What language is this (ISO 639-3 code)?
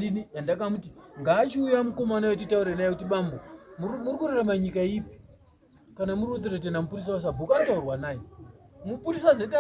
sna